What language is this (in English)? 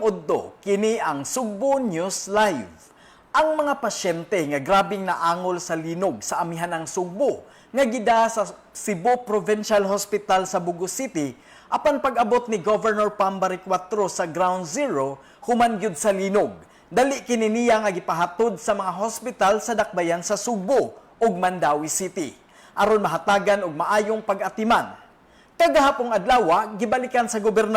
Cebuano